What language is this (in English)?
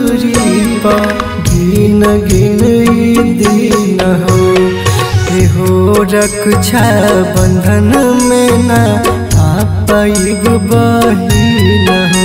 Bhojpuri